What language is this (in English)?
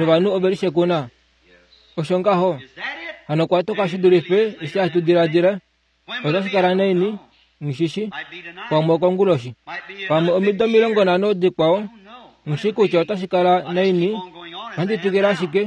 Kuanyama